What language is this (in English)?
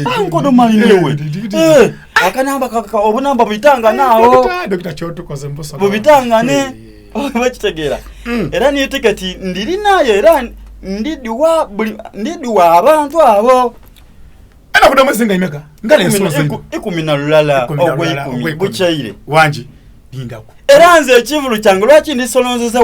Soga